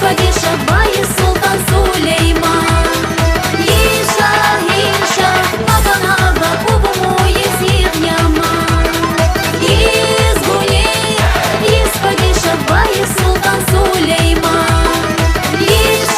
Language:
Tabassaran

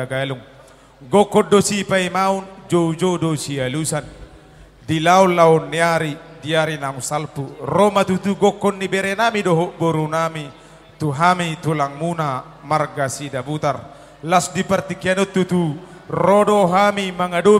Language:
Batak Toba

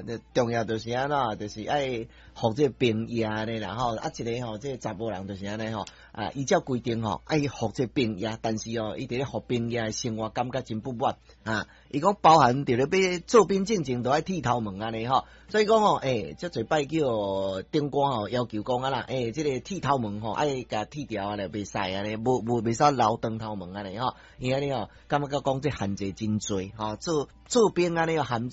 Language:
Min Nan Chinese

